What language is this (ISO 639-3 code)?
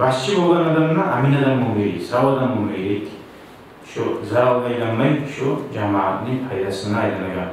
kum